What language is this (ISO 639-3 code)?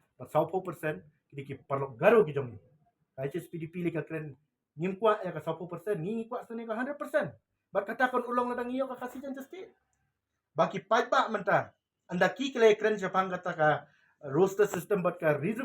kha